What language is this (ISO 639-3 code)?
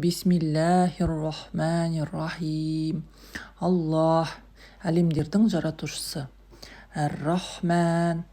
kaz